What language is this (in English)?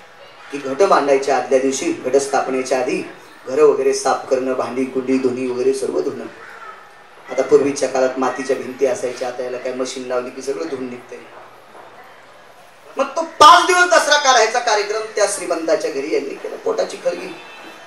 Marathi